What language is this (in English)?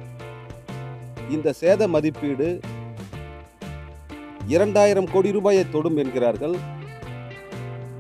Tamil